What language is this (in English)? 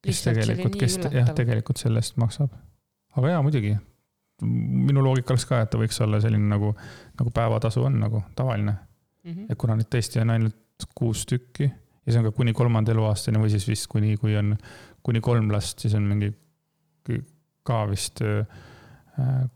Estonian